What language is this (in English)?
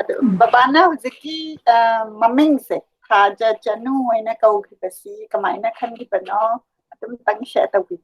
Manipuri